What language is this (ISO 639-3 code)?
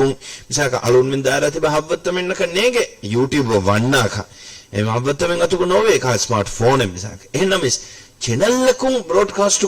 div